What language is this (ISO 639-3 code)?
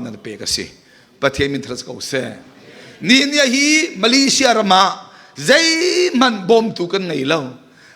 cnh